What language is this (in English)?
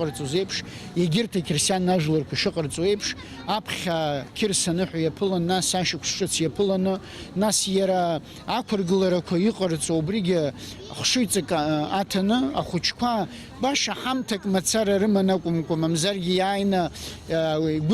Abkhazian